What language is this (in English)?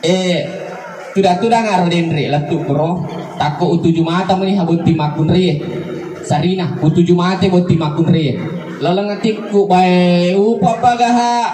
Buginese